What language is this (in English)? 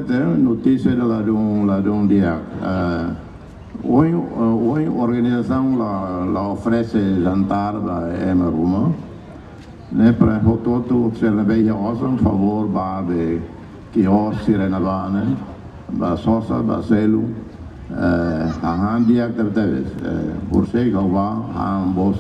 Tetum